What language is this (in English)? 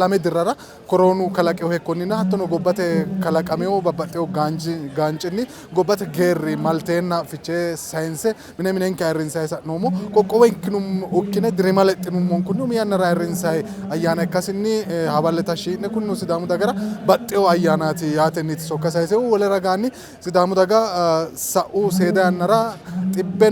Sidamo